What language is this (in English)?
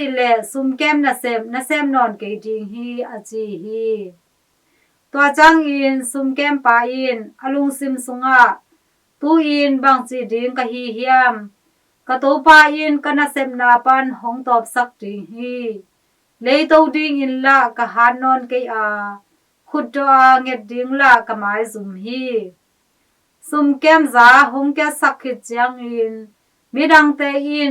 Tedim Chin